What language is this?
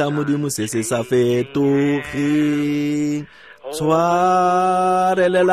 Tswana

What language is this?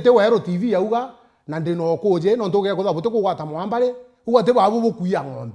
Meru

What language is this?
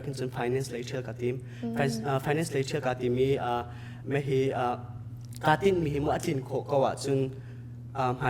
Hakha Chin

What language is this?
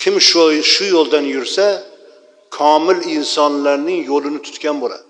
Uzbek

